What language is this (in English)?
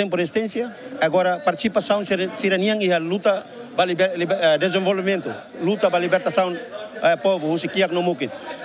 Tetum